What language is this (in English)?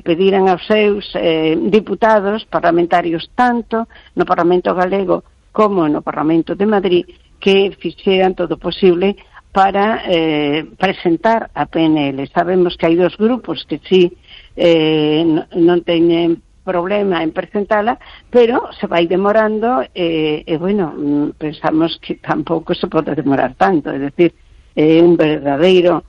Galician